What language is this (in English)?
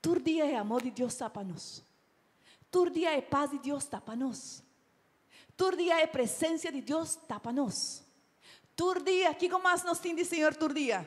Papiamento